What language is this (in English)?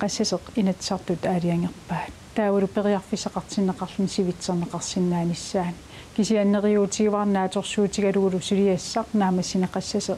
Kalaallisut